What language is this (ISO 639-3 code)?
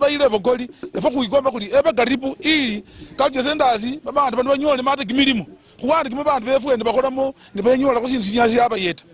luy